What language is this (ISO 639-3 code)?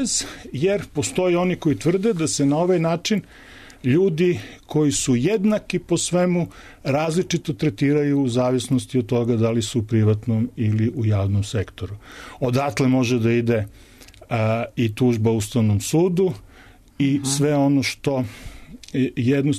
srp